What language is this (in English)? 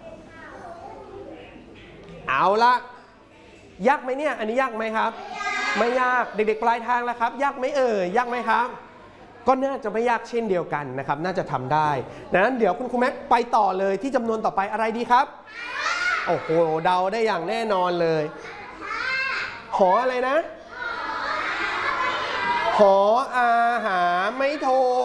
Thai